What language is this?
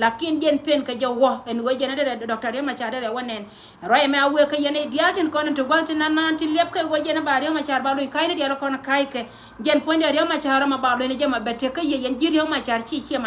Nuer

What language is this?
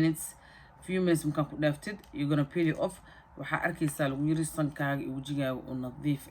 Somali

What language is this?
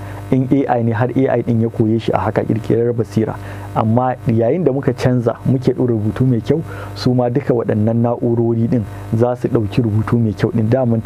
Hausa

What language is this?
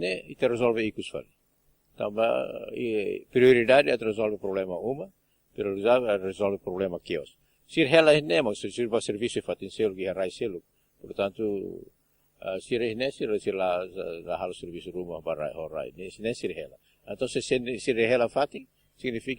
Tetum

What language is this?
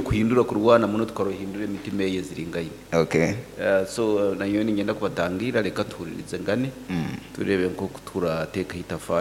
Nyoro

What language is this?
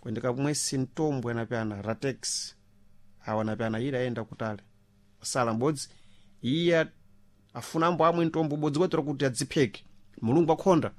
Sena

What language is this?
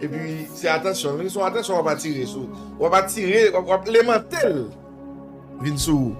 Haitian Creole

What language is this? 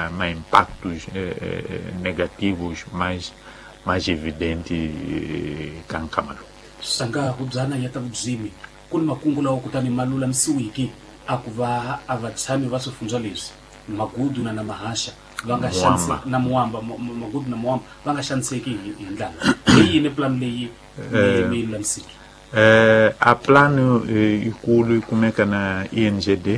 Tsonga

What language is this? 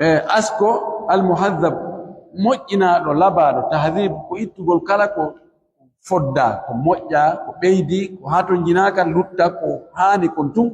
Pular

